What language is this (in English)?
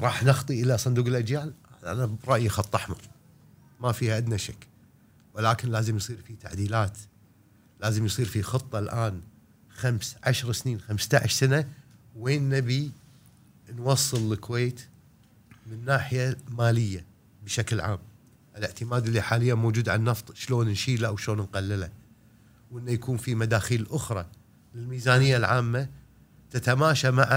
Gulf Arabic